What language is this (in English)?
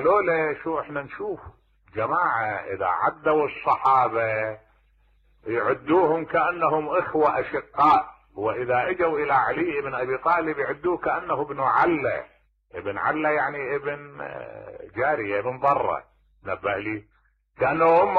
Mesopotamian Arabic